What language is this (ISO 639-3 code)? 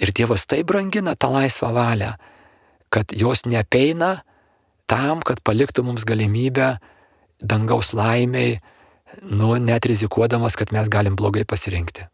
lit